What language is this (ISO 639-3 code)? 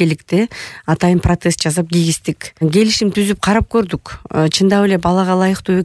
kir